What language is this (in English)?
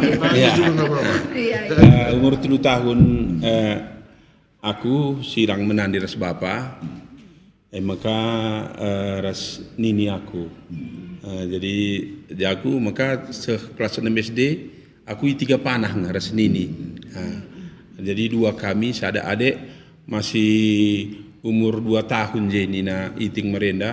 Batak Karo